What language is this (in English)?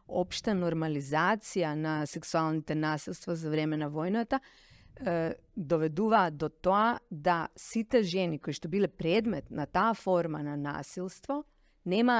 Macedonian